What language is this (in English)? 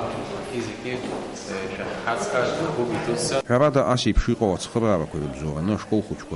Abkhazian